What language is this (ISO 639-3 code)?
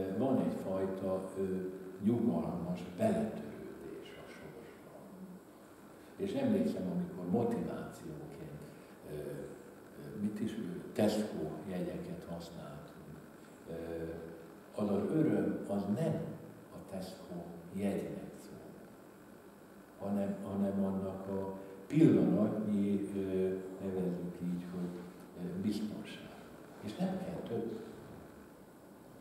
hun